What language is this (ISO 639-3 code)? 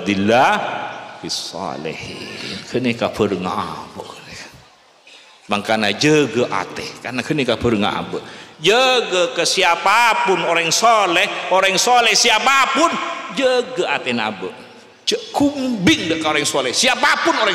mad